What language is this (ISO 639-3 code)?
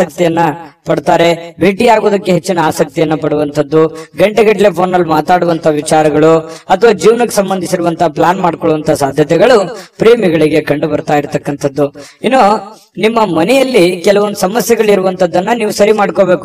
kan